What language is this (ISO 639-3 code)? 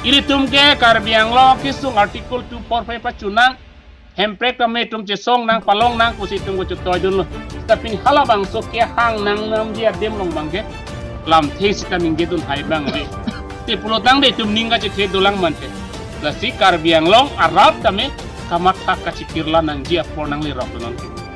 mjw